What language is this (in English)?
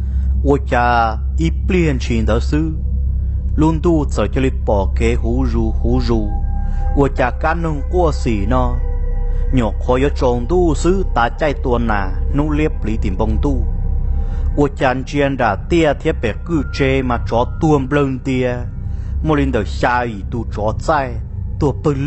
Hmong